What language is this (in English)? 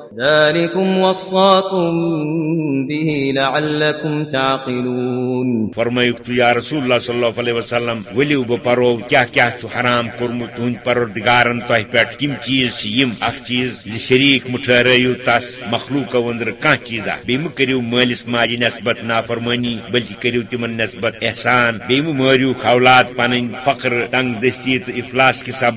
Kashmiri